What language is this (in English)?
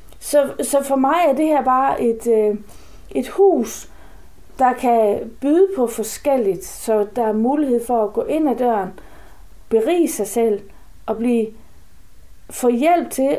Danish